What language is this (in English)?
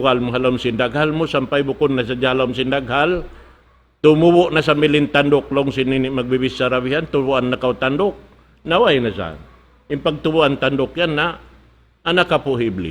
Tausug